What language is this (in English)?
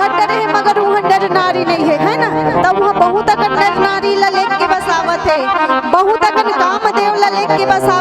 Chhattisgarhi